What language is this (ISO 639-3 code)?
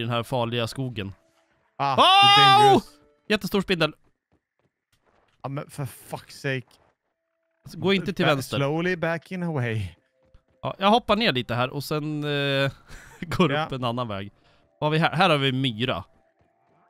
swe